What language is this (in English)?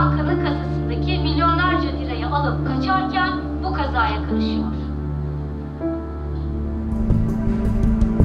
Turkish